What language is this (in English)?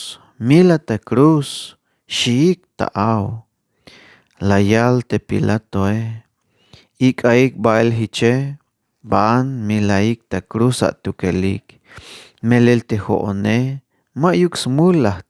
Tzeltal